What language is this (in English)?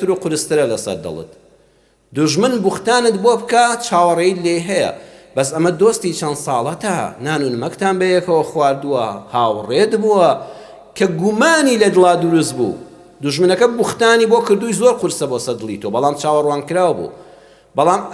Central Kurdish